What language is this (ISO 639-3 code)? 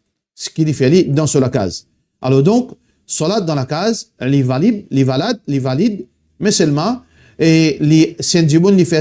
mfe